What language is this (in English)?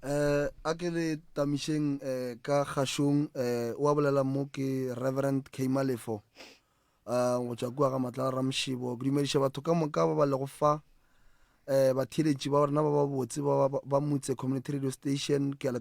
Northern Sotho